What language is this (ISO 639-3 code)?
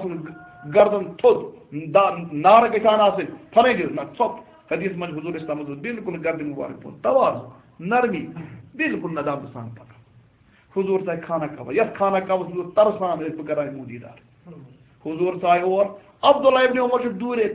kas